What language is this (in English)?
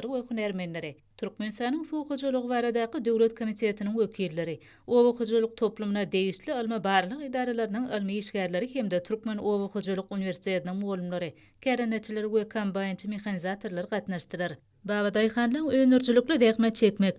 Turkmen